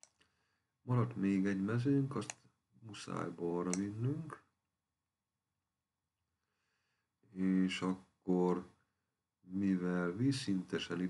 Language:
Hungarian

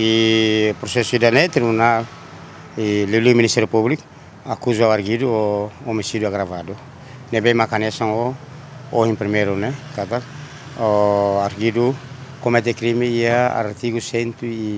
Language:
Tetum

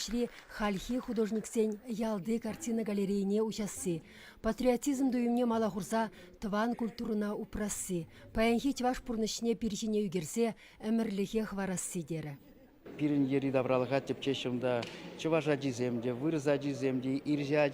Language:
Chuvash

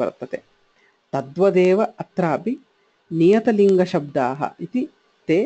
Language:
Sanskrit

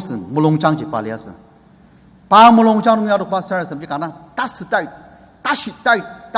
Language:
Ao Naga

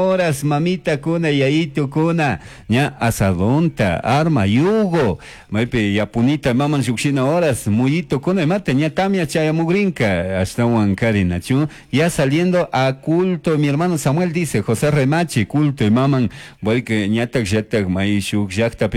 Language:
Chimborazo Highland Quichua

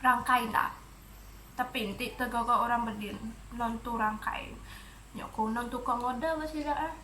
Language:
Iban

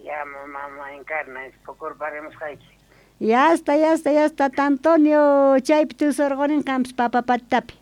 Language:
South Bolivian Quechua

